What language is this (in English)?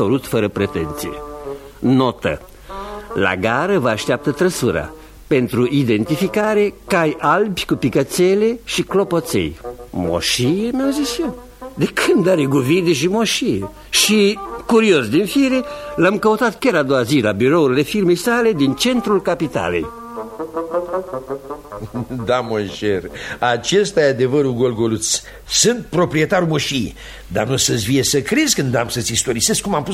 Romanian